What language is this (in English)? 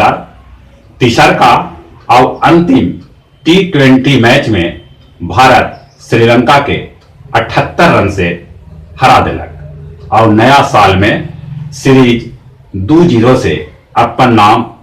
Magahi